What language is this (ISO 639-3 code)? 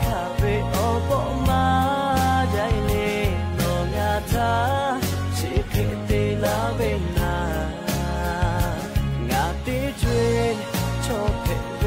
lhu